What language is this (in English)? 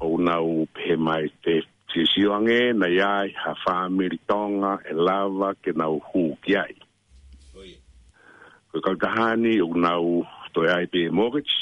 Tongan